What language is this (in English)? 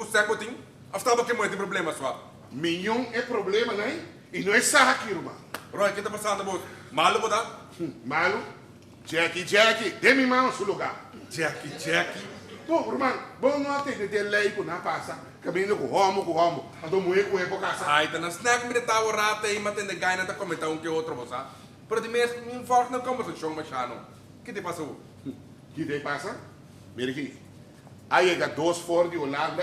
Papiamento